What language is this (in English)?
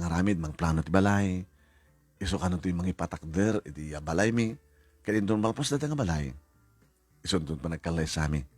Iloko